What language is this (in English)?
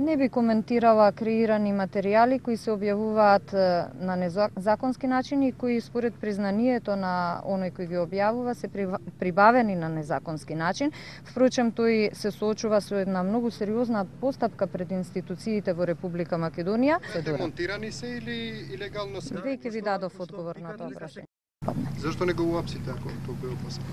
Macedonian